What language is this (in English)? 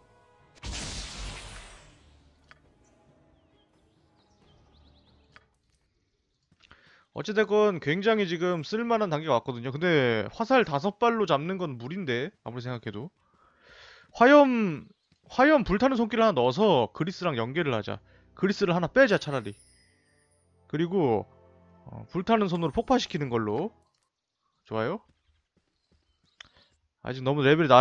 Korean